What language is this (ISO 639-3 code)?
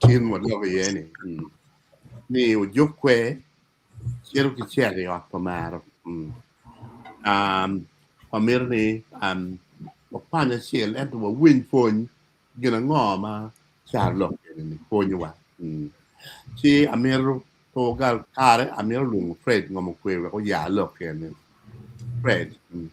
ach